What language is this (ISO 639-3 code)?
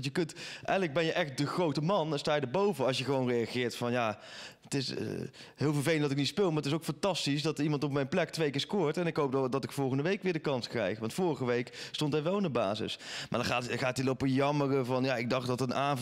nld